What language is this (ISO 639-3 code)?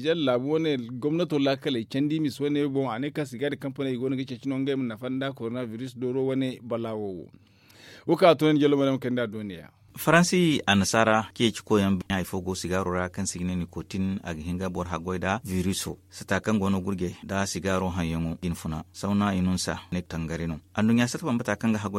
dje